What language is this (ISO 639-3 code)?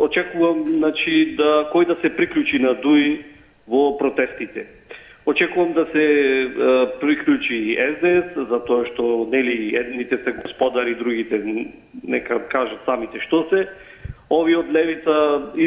mkd